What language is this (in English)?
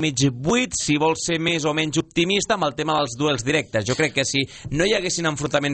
Catalan